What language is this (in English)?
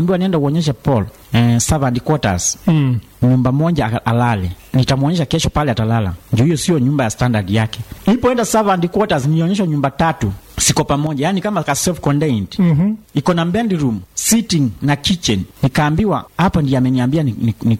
Swahili